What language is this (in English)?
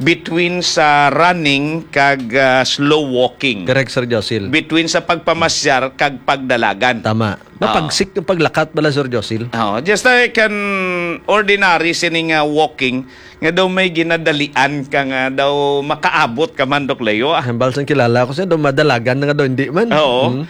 Hiligaynon